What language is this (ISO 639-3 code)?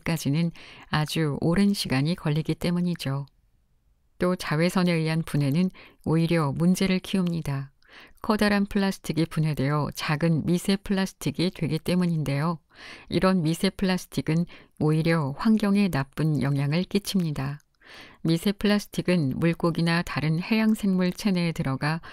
kor